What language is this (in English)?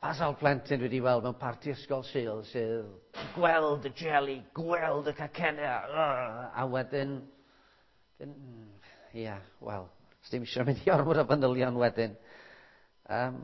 Welsh